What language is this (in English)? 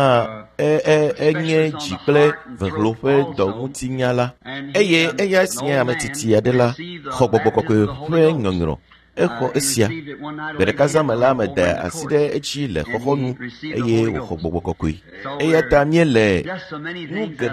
Ewe